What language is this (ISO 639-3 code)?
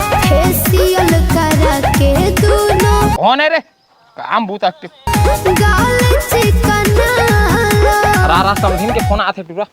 hne